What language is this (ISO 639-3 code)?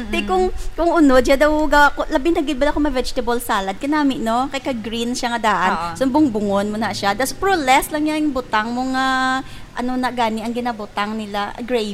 hil